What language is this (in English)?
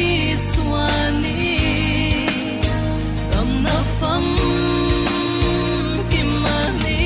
Falam Chin